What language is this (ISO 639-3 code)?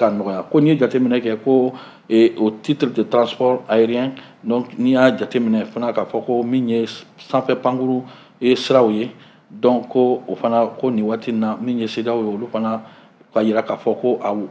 bam